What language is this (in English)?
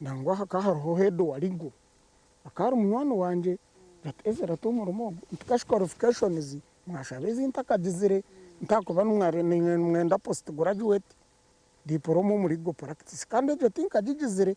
Nyankole